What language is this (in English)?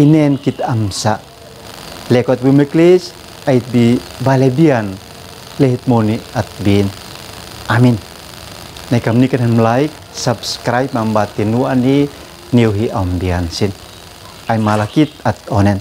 Uab Meto